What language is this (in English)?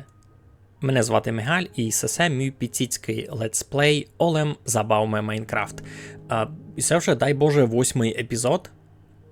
Rusyn